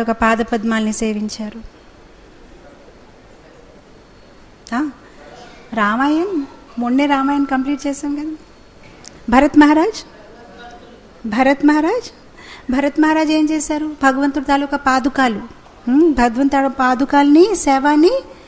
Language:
Telugu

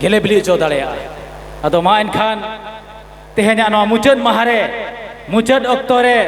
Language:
Santali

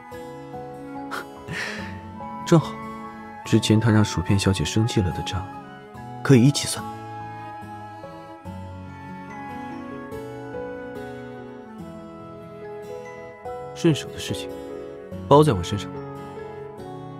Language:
Chinese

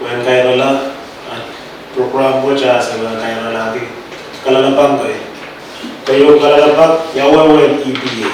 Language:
Pohnpeian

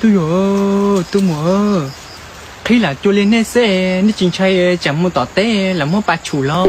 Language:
Hmong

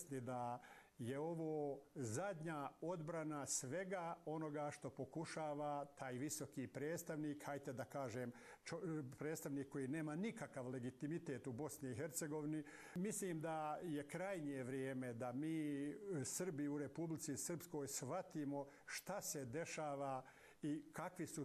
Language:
Croatian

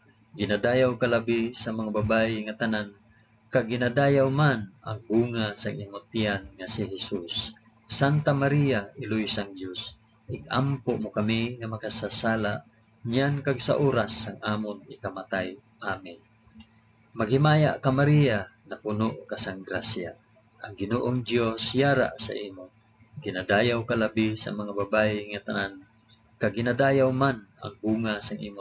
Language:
Hiligaynon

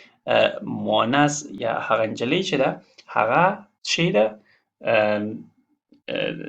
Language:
Pashto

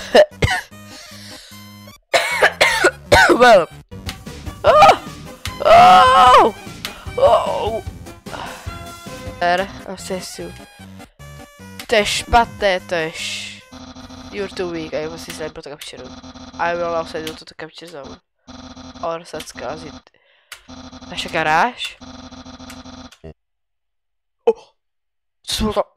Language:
Czech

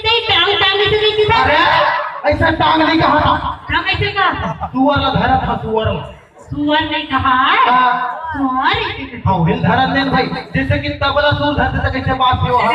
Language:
Chhattisgarhi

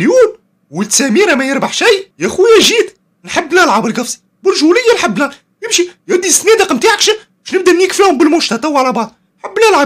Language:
Tunisian Arabic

